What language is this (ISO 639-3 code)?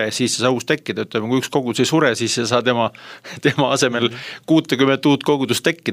est